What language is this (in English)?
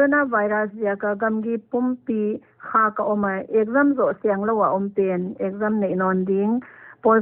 Paite Chin